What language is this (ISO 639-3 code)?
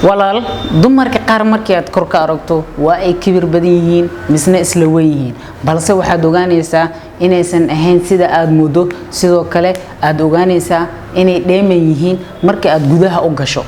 som